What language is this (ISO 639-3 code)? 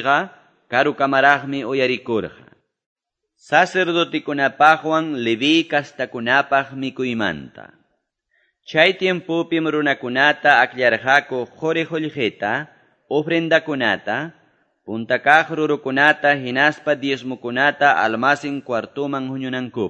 que